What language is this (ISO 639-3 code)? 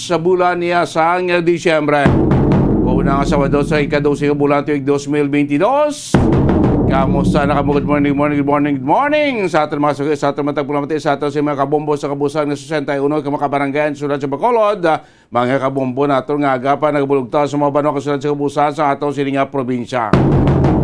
hil